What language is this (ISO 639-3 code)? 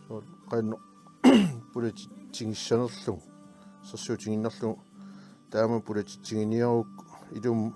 kal